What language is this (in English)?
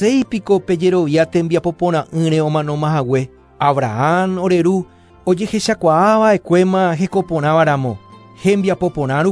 Guarani